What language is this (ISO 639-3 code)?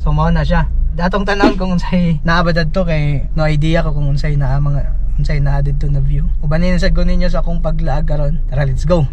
ceb